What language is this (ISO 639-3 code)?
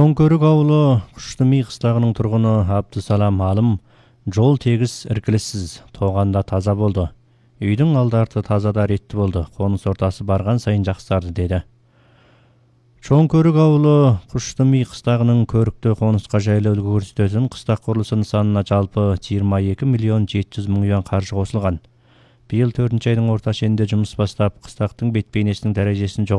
kaz